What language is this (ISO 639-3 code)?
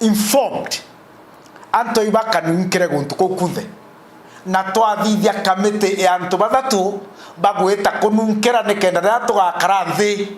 mer